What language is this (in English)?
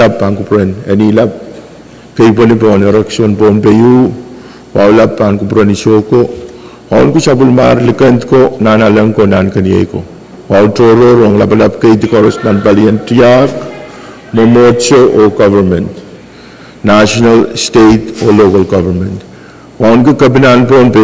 Pohnpeian